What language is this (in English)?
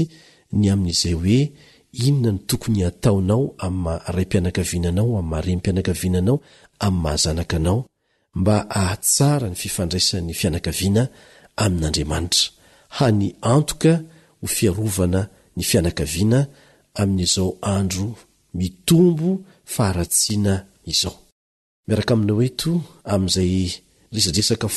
Malagasy